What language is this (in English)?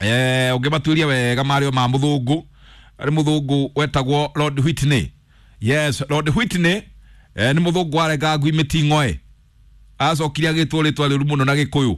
Kikuyu